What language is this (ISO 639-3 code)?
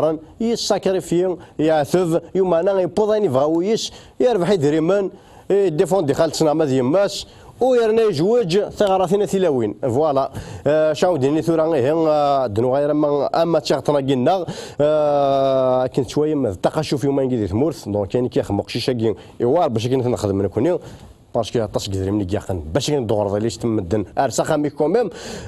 kab